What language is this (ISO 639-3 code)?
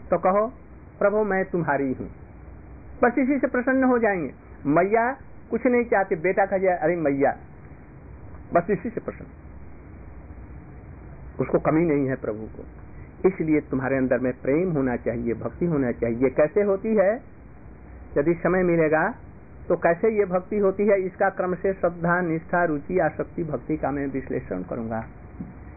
hin